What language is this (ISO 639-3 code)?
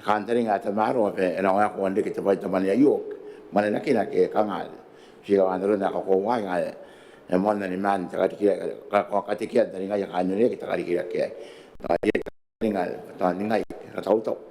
gil